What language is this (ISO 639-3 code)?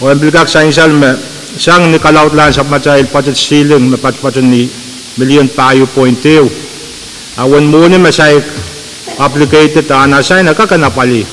pon